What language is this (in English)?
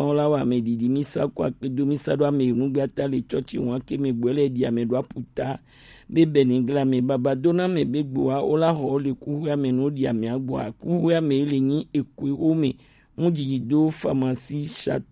Gen